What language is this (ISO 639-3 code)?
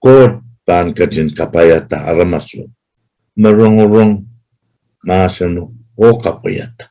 pon